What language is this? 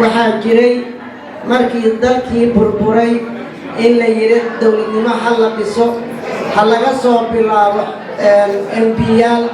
Somali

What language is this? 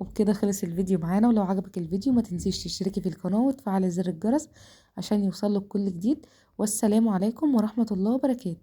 Egyptian Arabic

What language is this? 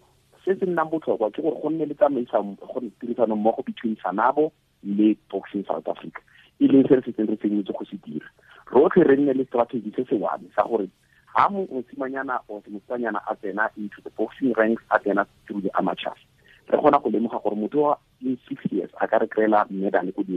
Tswana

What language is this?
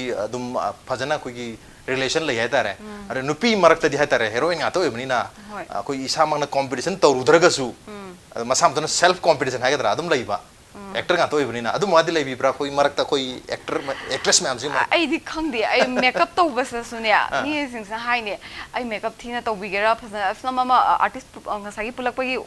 Manipuri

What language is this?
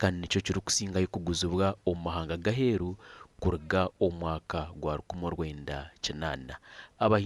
Nyankole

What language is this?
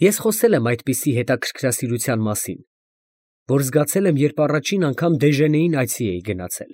Armenian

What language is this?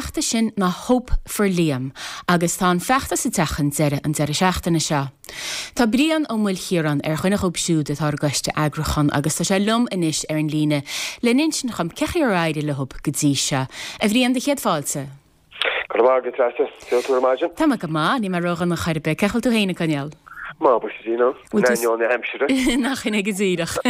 Irish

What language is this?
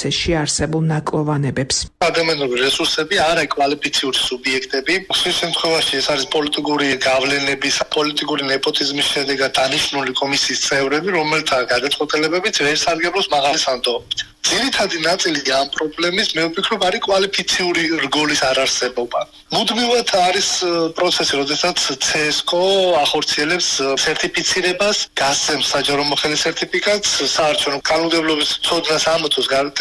Georgian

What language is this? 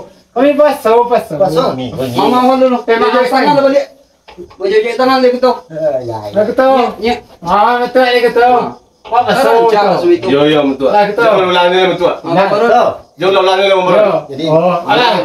Minangkabau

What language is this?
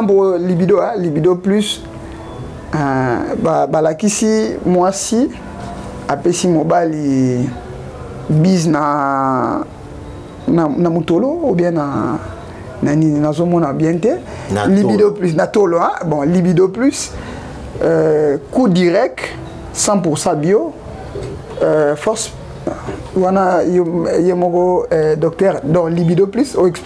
Lingala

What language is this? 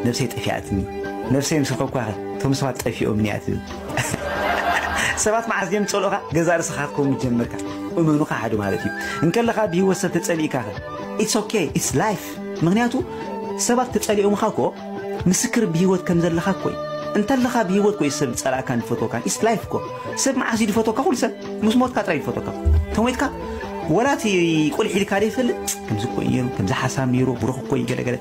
Tigrinya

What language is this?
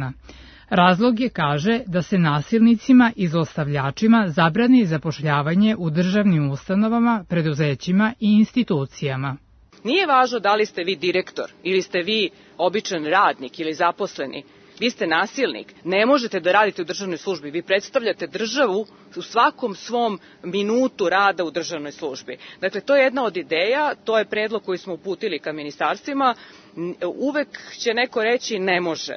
Serbian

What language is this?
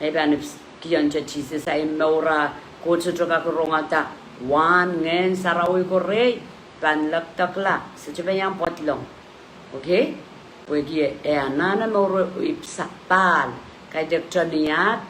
Pohnpeian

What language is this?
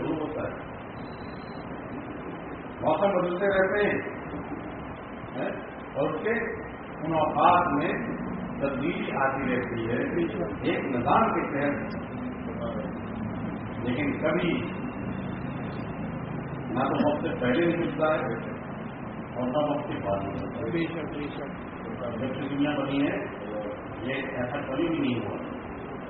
Urdu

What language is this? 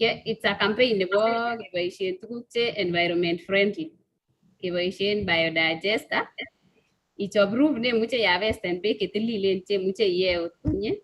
Kalenjin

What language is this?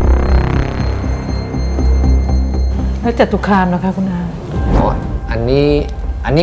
Thai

